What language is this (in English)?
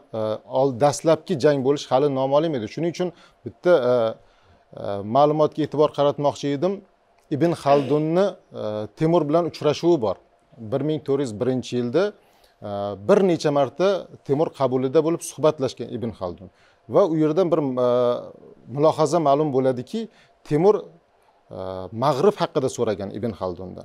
Uzbek